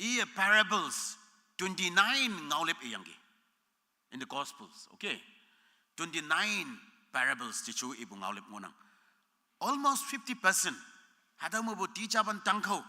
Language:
Konyak Naga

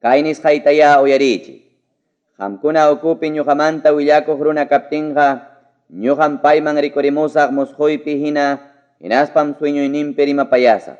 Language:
Ayacucho Quechua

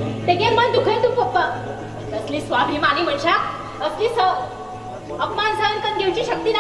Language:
Konkani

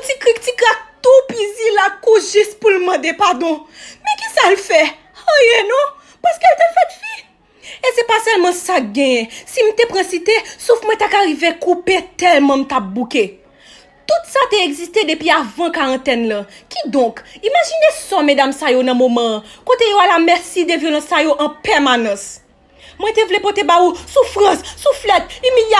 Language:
Haitian Creole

